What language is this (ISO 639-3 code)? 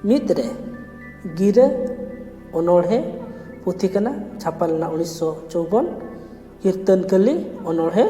sat